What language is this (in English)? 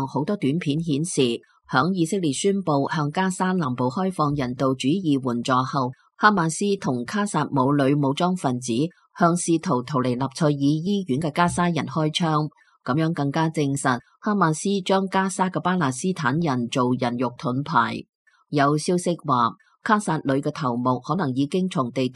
Cantonese